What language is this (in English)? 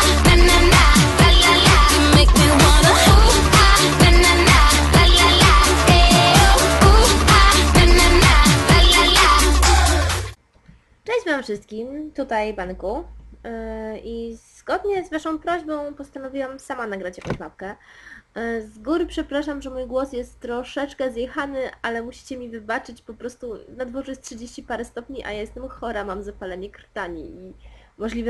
Polish